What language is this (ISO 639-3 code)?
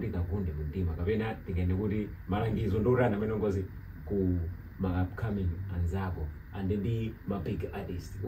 nya